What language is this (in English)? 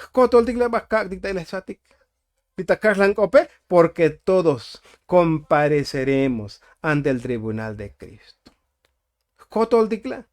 Tzotzil